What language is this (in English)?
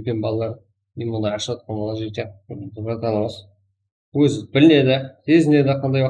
Kara-Kalpak